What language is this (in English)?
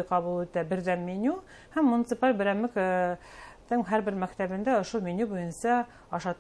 Bashkir